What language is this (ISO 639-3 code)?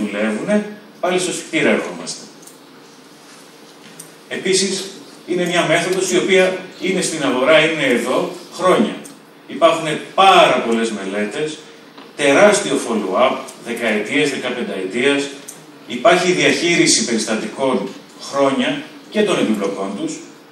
ell